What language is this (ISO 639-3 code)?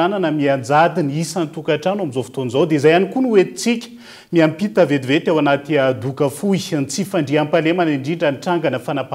mlg